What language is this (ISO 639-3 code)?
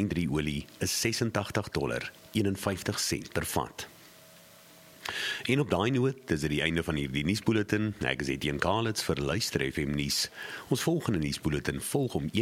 afr